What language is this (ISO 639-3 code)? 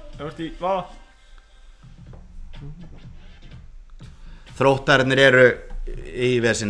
isl